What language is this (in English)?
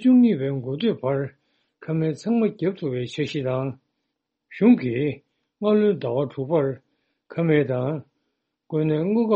Tibetan